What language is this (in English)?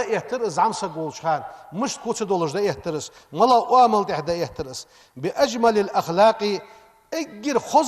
Ingush